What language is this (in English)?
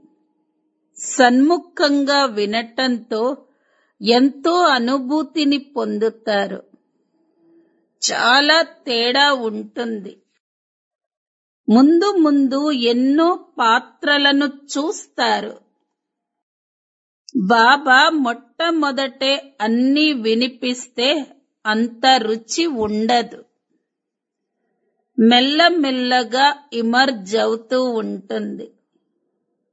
Telugu